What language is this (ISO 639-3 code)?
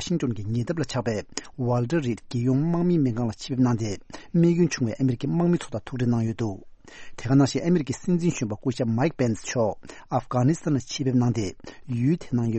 bod